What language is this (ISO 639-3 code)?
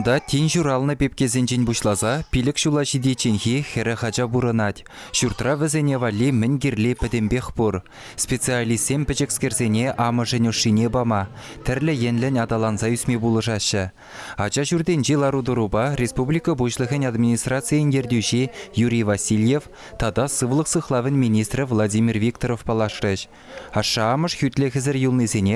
chv